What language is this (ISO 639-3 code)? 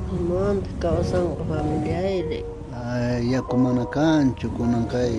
quh